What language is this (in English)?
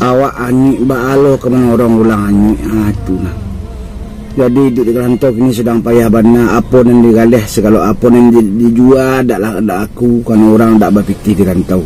Minangkabau